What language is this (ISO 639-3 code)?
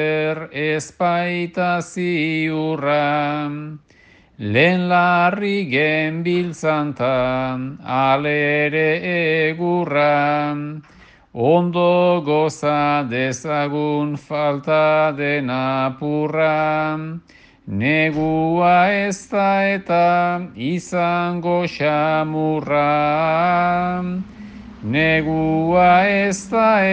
eus